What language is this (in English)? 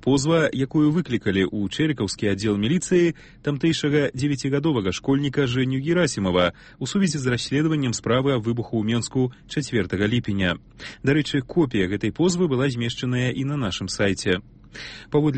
Belarusian